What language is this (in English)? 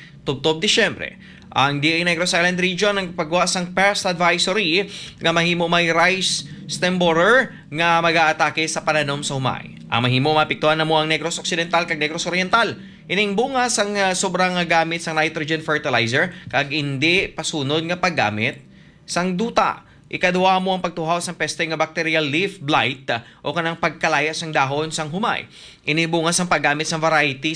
Hiligaynon